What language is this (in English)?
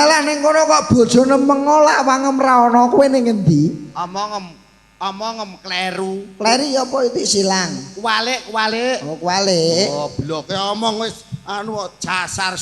Javanese